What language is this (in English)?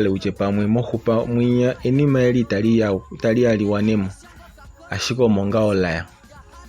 Kuanyama